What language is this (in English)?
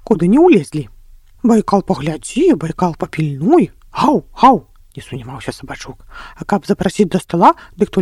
Belarusian